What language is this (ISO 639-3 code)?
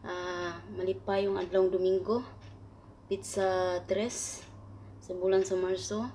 ceb